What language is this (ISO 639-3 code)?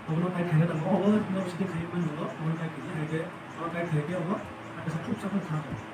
trp